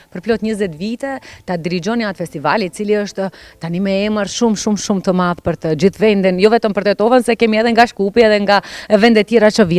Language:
Albanian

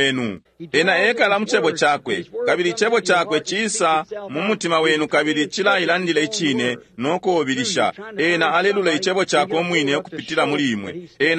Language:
Bemba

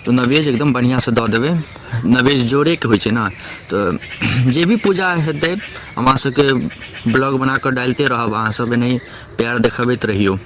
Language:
Maithili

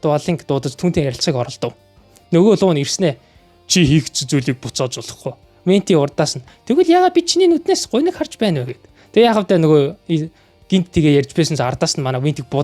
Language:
Mongolian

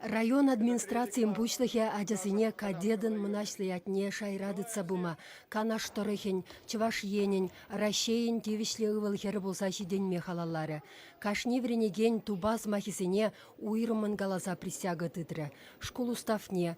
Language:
Chuvash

